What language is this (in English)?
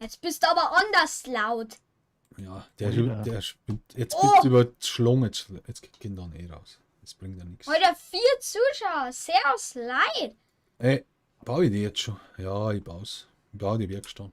Bavarian